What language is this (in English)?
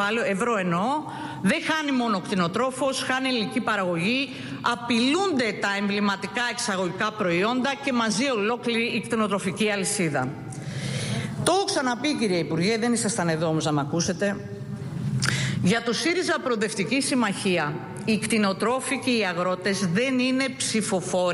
Greek